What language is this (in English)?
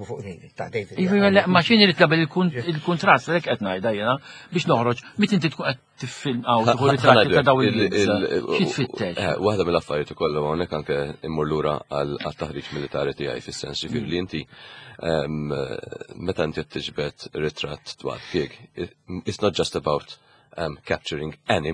Maltese